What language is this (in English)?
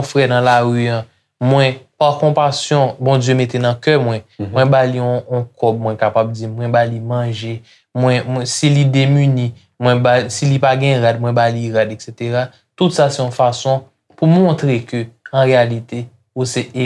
Haitian Creole